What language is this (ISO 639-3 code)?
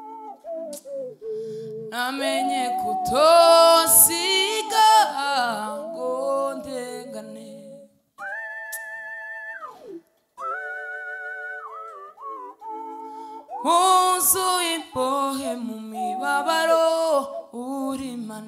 kin